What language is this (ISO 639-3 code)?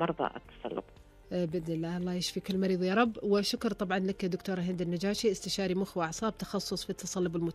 ars